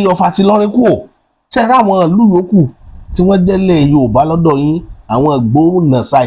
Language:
Yoruba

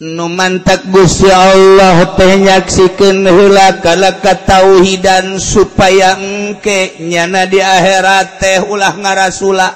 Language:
Sundanese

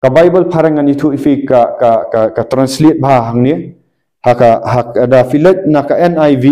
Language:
Khasi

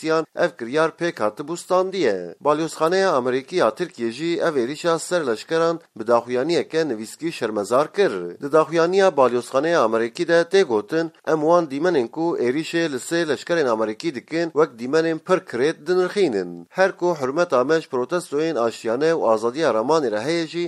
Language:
Kurdish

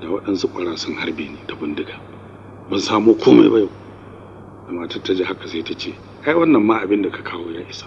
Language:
Hausa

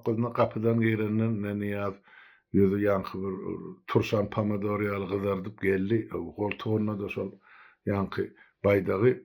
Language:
Turkmen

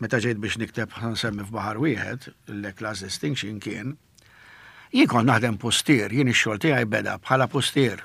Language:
Maltese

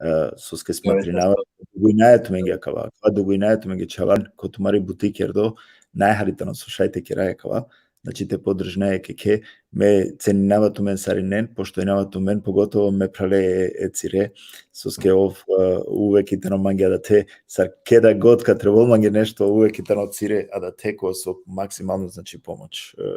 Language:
Balkan Romani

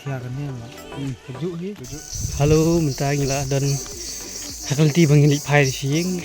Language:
Khasi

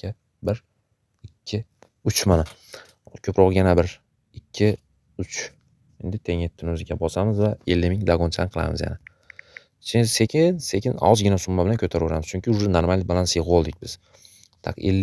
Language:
Uzbek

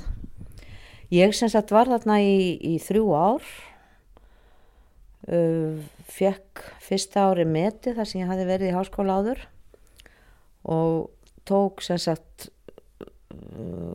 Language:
Icelandic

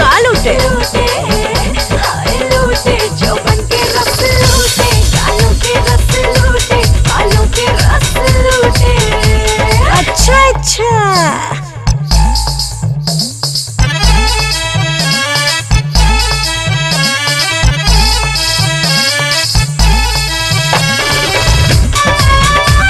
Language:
Bhojpuri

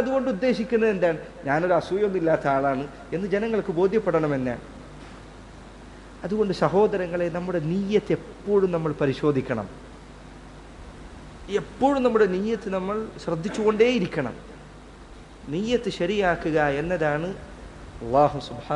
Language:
Malayalam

